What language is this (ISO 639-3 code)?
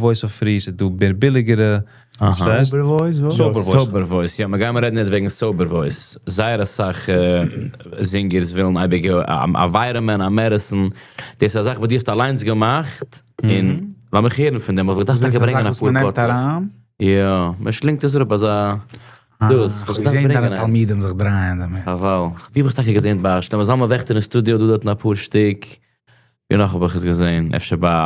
yid